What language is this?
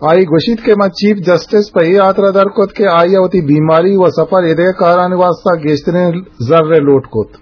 Eastern Balochi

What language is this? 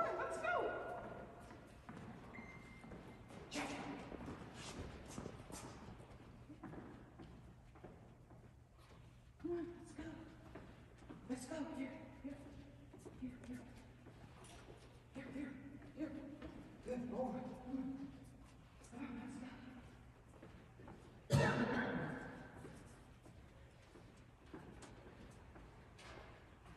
English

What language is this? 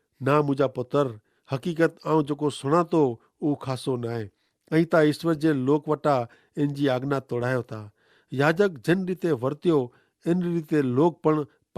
Kachhi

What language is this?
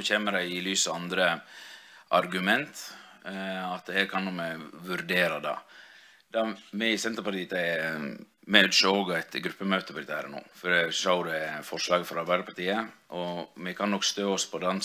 Norwegian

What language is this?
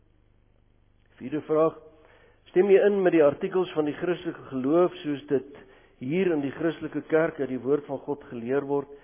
Afrikaans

